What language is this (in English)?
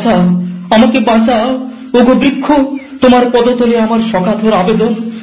Bangla